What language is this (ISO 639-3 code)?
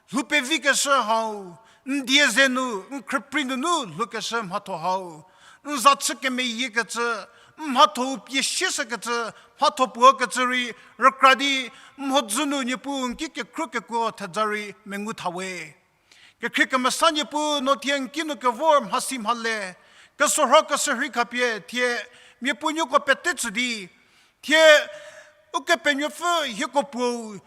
njm